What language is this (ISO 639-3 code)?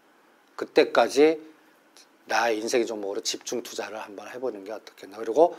kor